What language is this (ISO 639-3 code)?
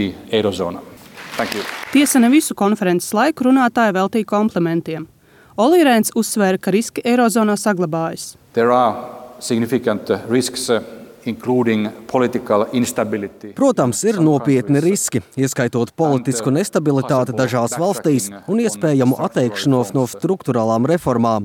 lav